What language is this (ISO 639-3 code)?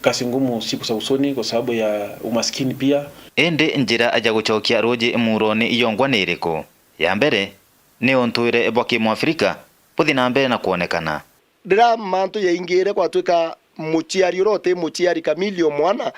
mer